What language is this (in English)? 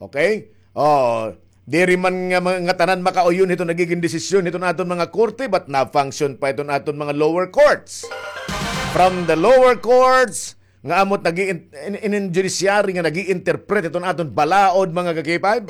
Waray